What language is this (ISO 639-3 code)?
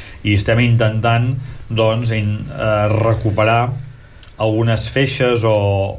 cat